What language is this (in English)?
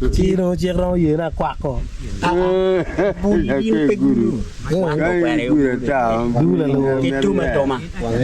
Acoli